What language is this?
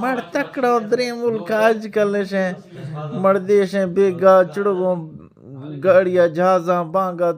Eastern Balochi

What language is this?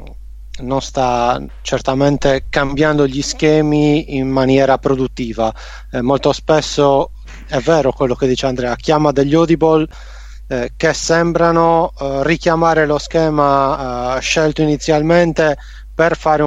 Italian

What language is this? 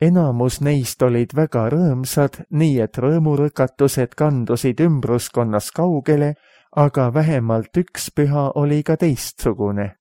Estonian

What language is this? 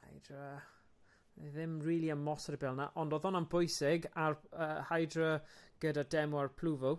Welsh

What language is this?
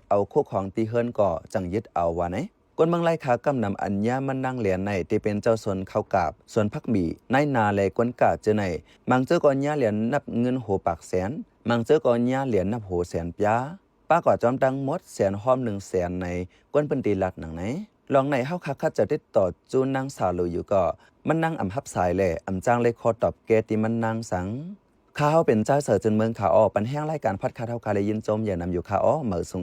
Shan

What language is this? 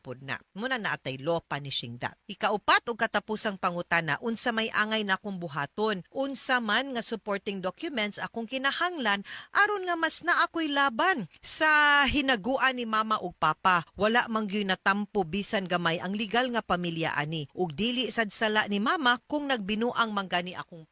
Cebuano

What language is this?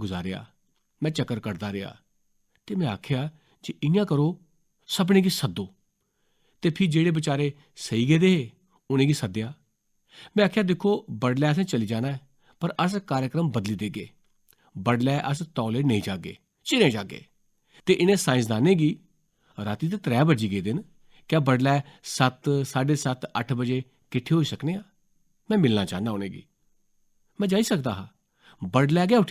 Dogri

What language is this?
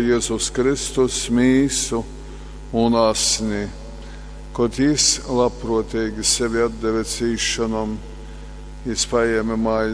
Latgalian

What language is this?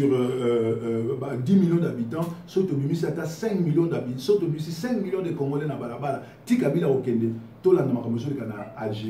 Lingala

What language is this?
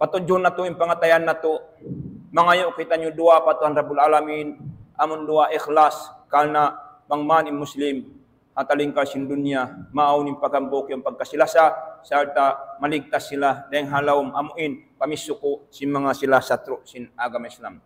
Tausug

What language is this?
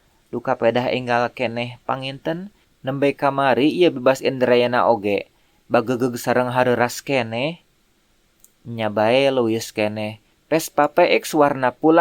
Sundanese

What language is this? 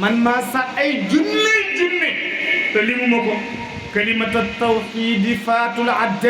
Wolof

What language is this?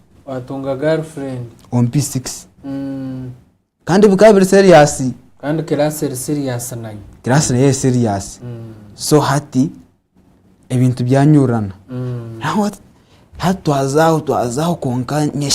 Nyankole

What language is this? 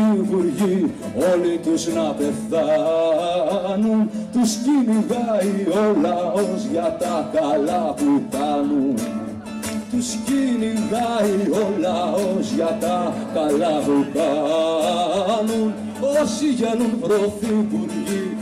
Greek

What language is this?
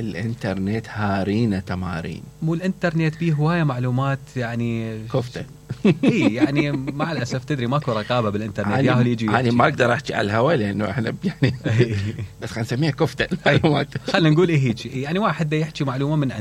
Mesopotamian Arabic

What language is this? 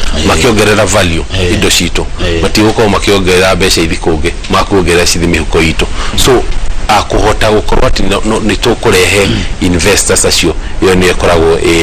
Kikuyu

